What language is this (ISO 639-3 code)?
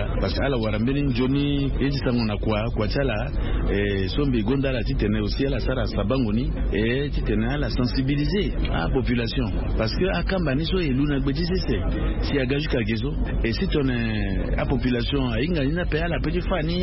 sag